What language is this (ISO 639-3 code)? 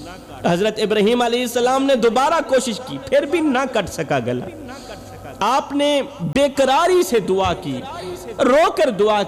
urd